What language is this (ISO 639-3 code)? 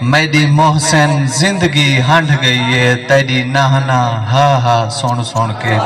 skr